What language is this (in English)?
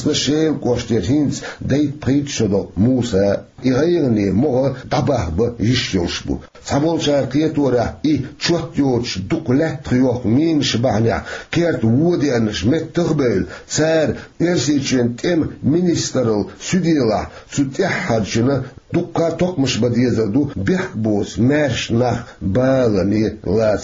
Chechen